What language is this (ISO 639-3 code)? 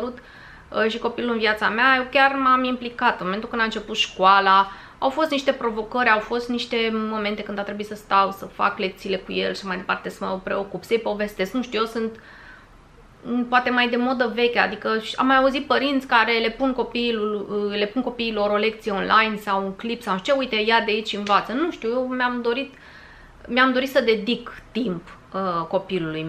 ron